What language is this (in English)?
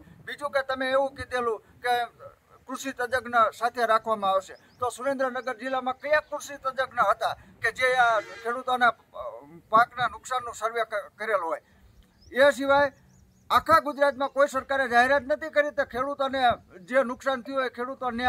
Gujarati